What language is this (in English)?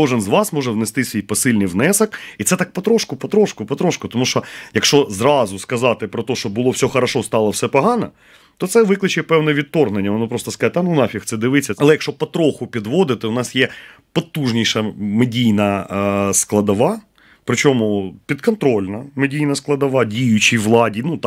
Ukrainian